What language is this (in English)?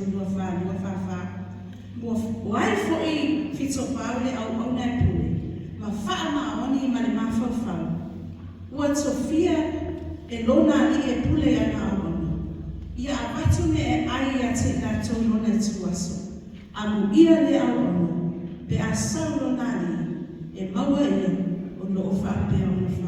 Samoan